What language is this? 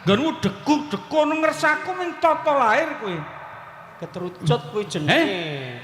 Javanese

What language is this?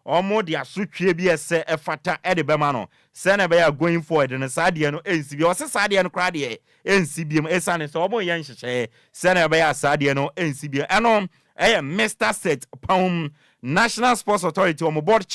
Akan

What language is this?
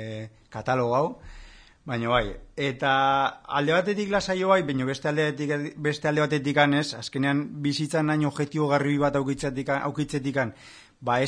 Basque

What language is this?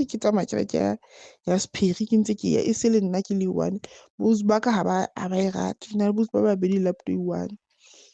Southern Sotho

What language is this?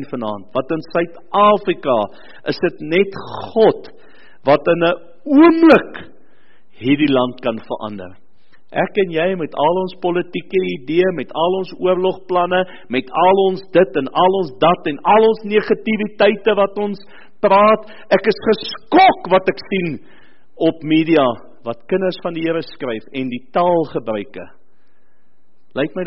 Afrikaans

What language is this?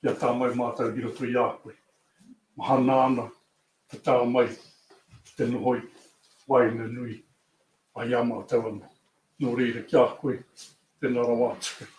Māori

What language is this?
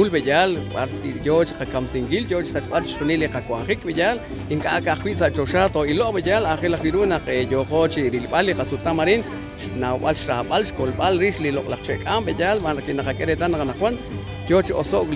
Kekchí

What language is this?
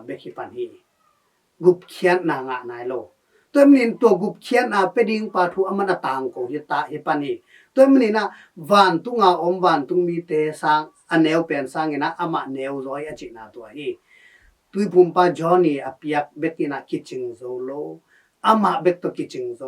Tedim Chin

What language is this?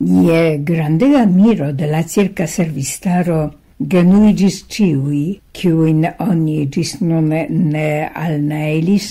Esperanto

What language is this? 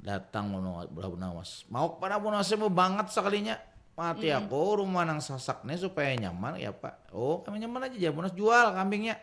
Banjar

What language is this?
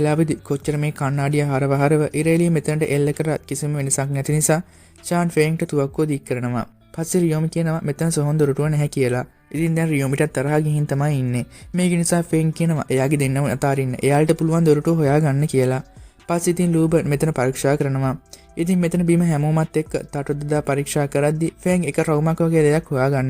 Sinhala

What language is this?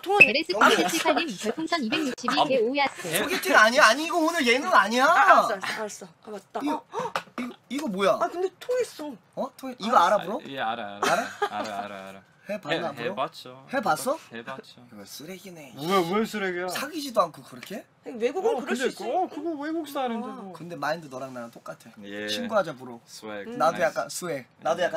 Korean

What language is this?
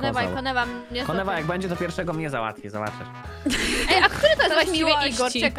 Polish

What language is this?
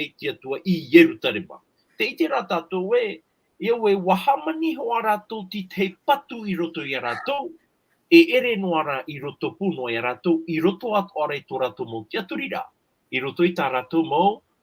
Tahitian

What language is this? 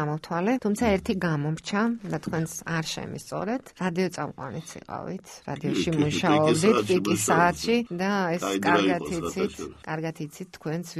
Georgian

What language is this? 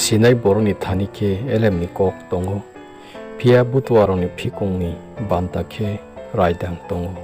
Kok Borok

